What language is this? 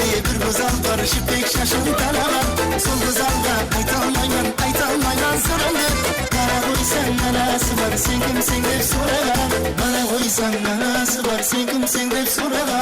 Kara-Kalpak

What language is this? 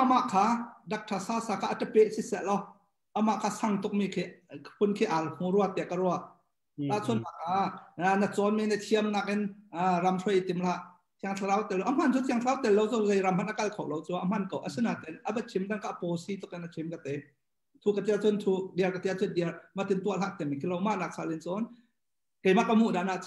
Hakha Chin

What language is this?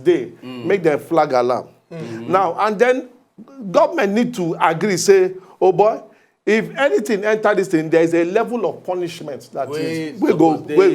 Nigerian Pidgin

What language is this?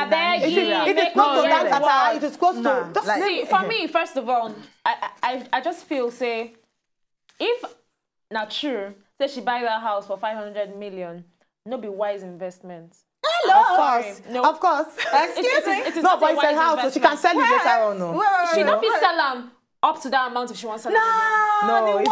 Nigerian Pidgin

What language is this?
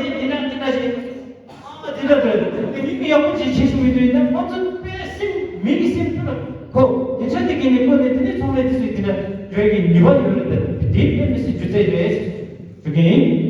Tibetan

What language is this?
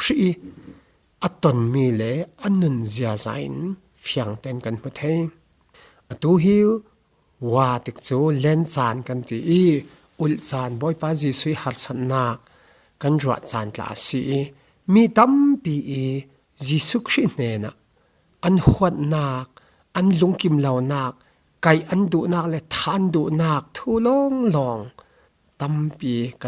Falam Chin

